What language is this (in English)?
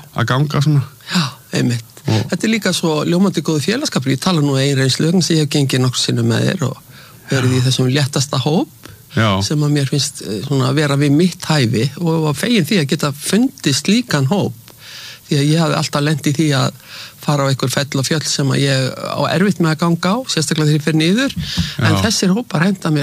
Icelandic